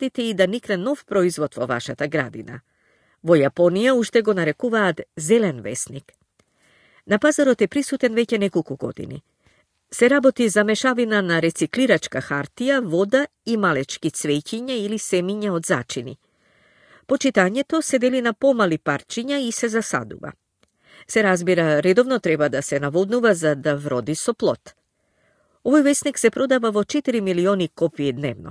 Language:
Macedonian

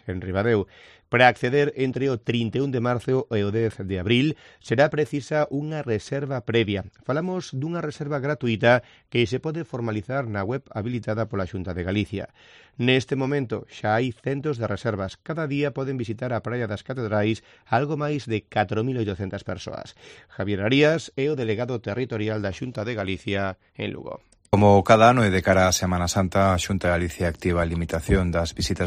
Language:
Galician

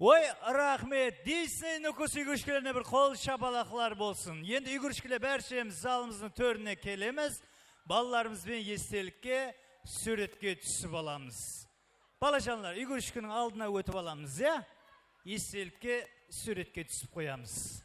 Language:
Kara-Kalpak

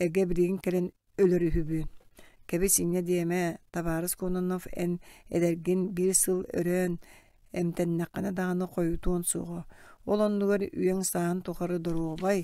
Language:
Yakut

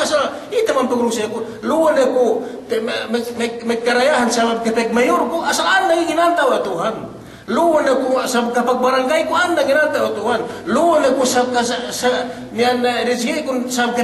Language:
Yakan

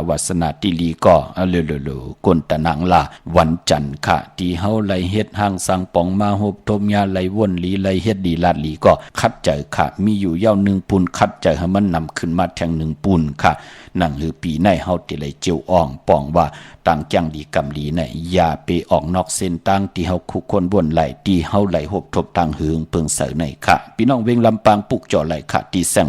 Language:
Shan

